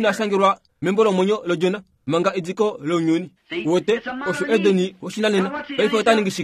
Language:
Kuanyama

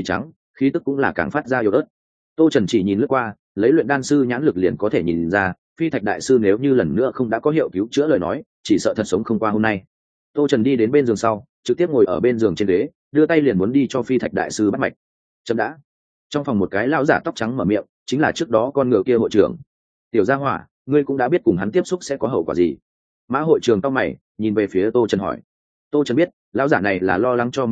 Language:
Vietnamese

